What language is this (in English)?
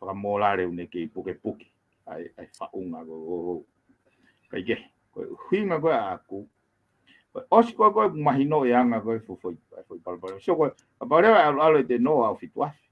Tongan